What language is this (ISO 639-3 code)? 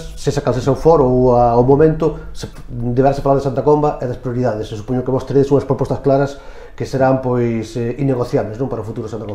glg